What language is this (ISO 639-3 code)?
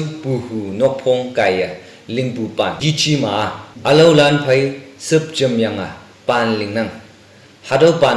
nag